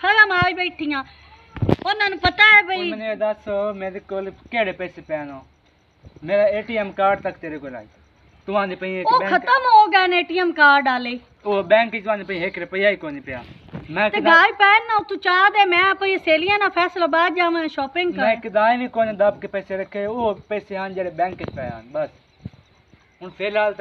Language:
Punjabi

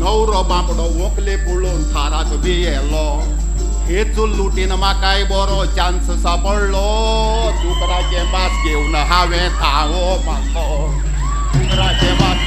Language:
Konkani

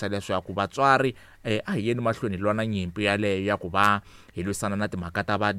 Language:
Tsonga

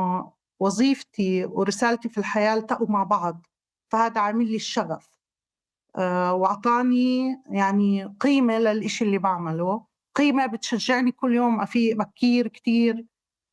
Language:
North Levantine Arabic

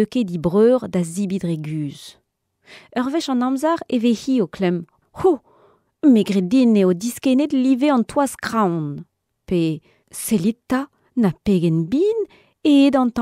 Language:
Breton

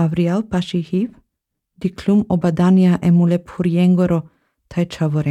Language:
Slovenian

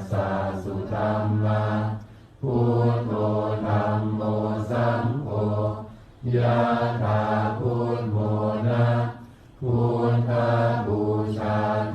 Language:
Pali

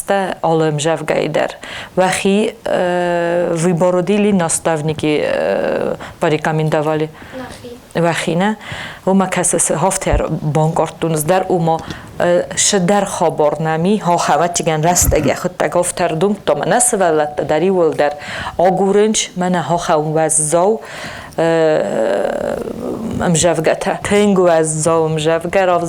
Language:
Ossetic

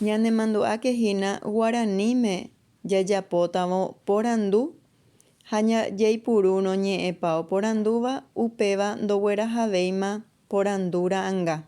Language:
Guarani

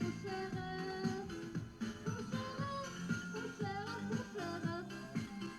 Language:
Bashkir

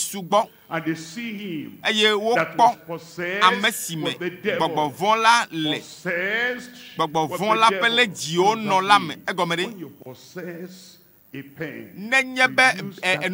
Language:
Ewe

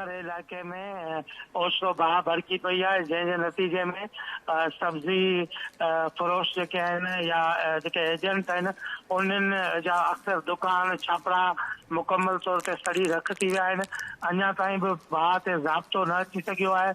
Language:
Sindhi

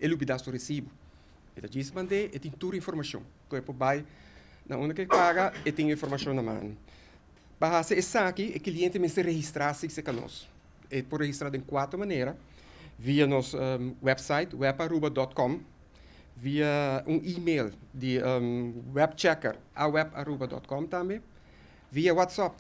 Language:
Papiamento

